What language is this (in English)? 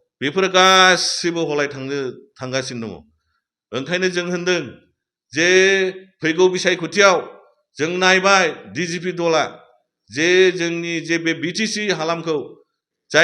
Bodo